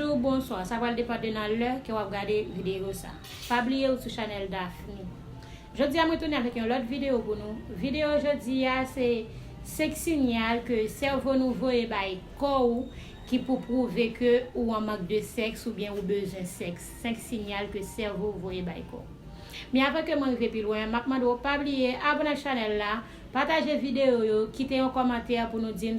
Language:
Haitian Creole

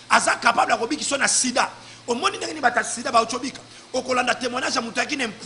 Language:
Lingala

